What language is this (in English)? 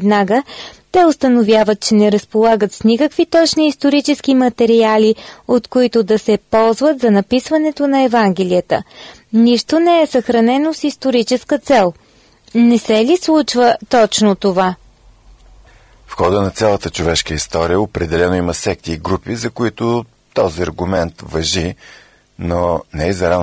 Bulgarian